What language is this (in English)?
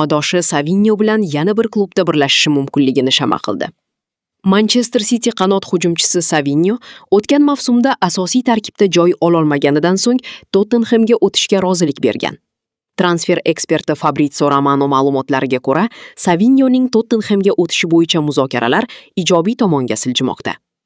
Uzbek